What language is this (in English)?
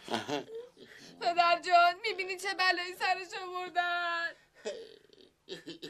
Persian